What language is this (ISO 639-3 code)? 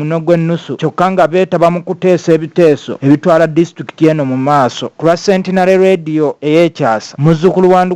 lug